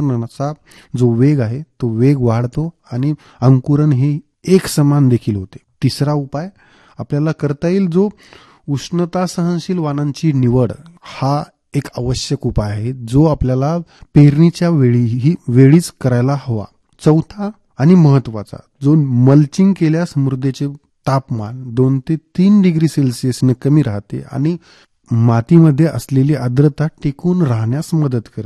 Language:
Marathi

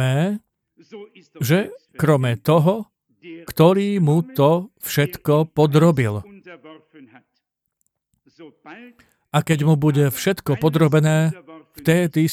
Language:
Slovak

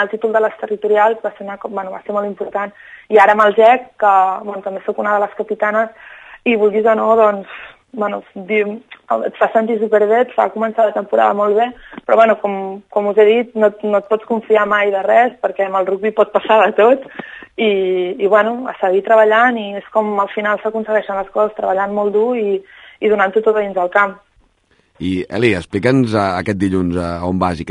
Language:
Catalan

